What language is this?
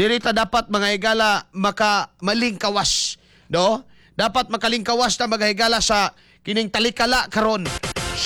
Cebuano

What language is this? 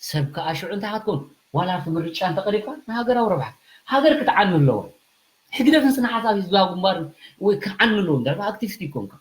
Tigrinya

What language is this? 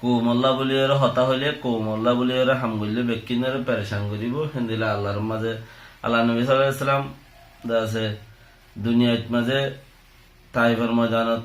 Rohingya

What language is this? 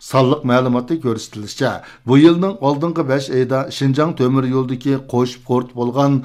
Uyghur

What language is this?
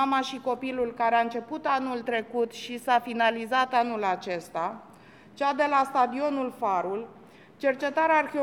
Romanian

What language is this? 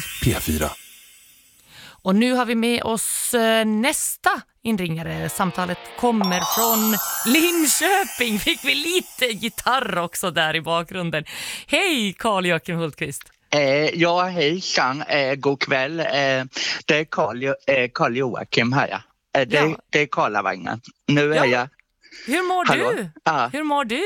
Swedish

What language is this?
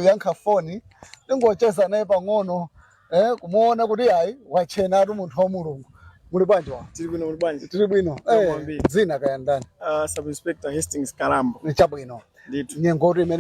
Nyanja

